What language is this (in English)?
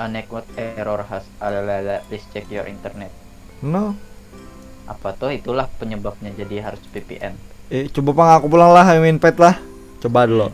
Banjar